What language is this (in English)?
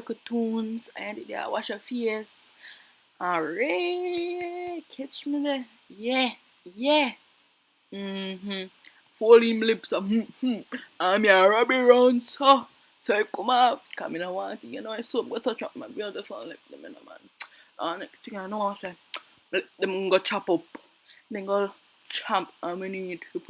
Jamaican Creole English